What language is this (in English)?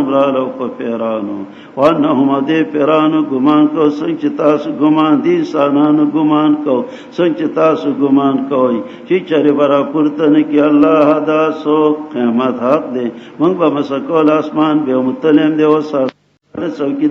Pashto